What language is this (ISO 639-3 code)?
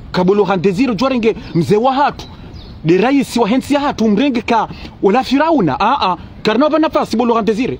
zdj